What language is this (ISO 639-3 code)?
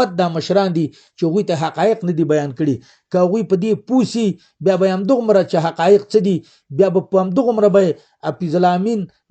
pus